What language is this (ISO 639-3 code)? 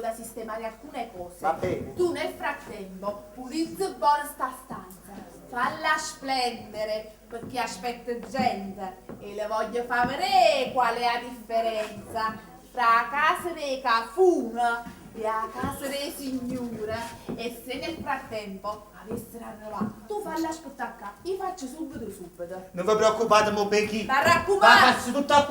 nap